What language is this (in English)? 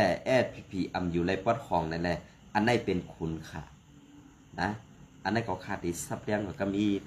Shan